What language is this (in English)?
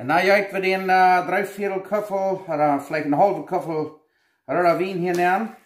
Plautdietsch